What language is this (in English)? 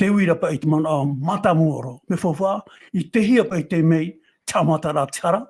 Tahitian